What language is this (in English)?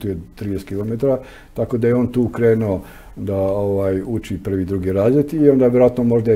Serbian